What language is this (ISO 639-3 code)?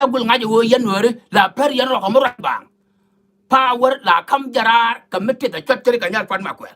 nus